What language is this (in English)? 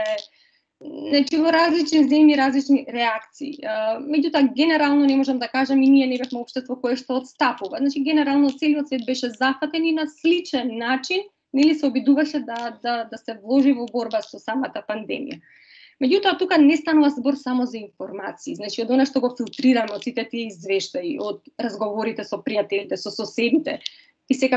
Macedonian